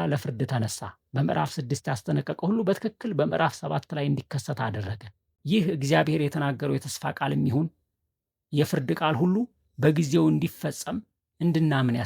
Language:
Amharic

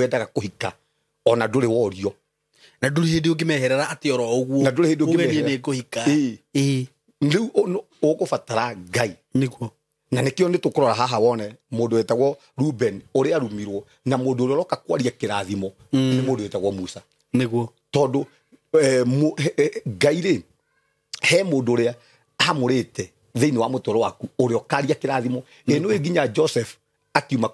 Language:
Kikuyu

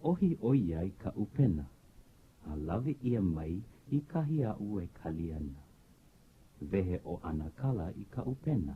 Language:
Hawaiian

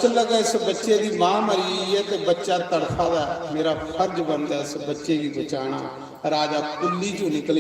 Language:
Dogri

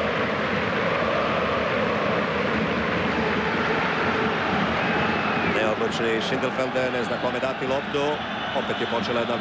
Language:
Croatian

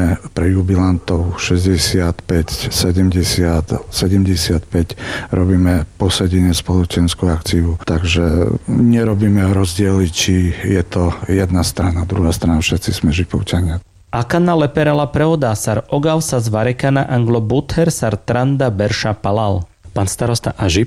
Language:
Slovak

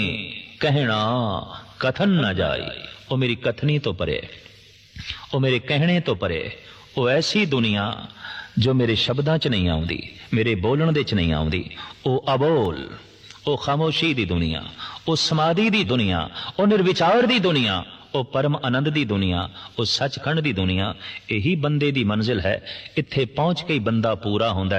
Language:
Punjabi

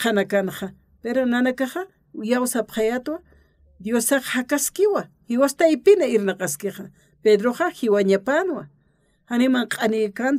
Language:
Aymara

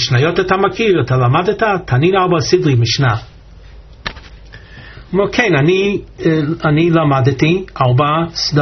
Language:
Hebrew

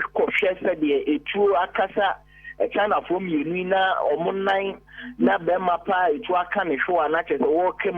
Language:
Akan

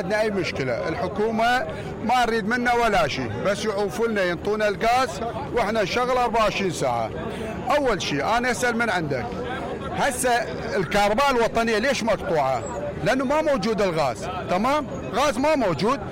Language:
Mesopotamian Arabic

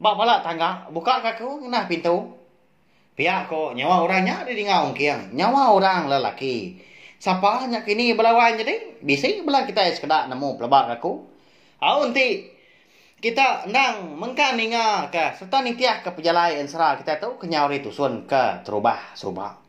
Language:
Iban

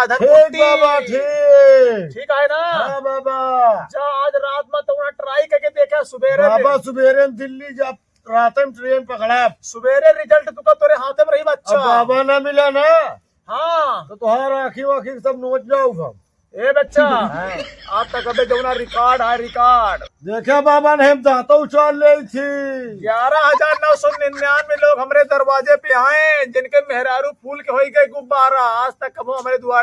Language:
Awadhi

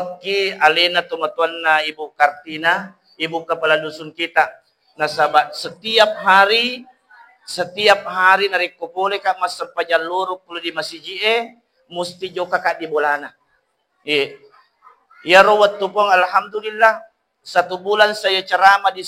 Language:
Buginese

